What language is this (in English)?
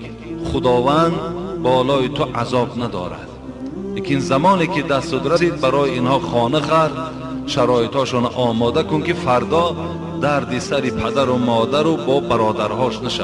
Tajik